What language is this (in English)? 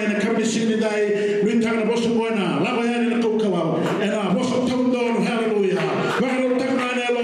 Fijian